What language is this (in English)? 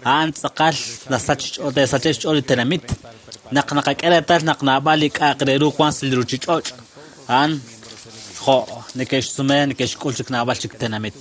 Kekchí